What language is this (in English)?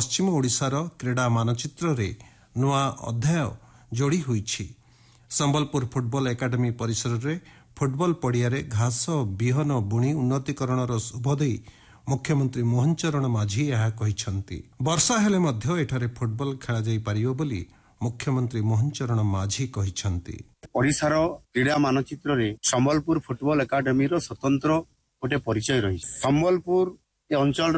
Odia